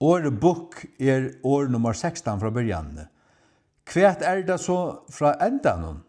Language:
Faroese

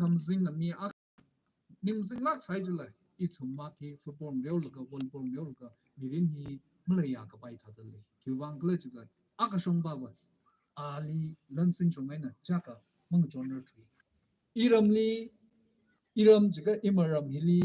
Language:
Tangkhul Naga (India)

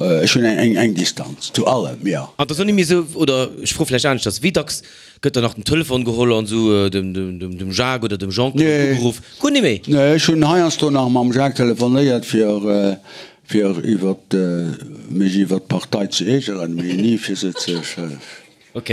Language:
Luxembourgish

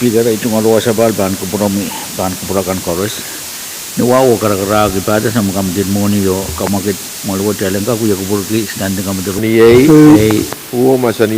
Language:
Pohnpeian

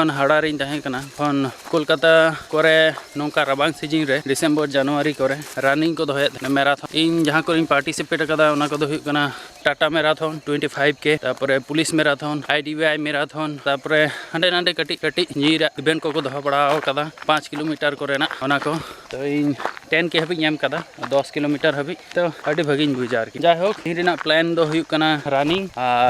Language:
Santali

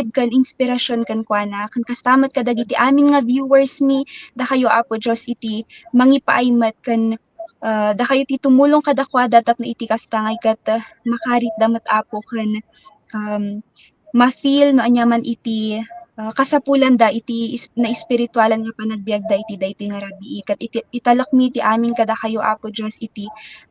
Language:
Iloko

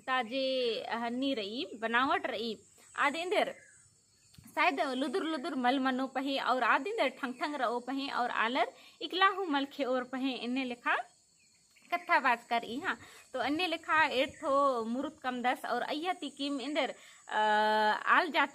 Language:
Kurukh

